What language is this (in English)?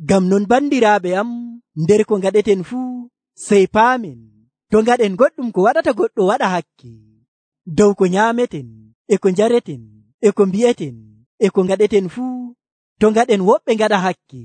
Nigerian Fulfulde